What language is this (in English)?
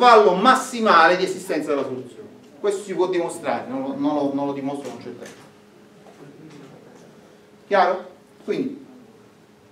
Italian